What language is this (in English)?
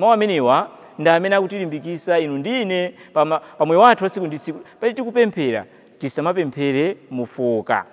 Nyanja